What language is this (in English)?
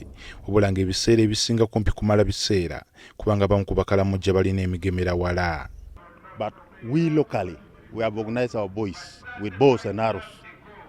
Ganda